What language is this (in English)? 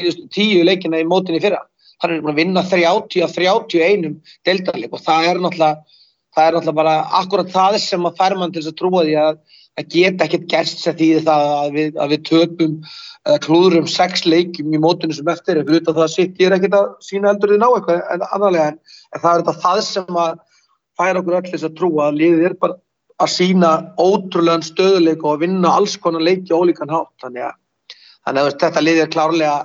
Icelandic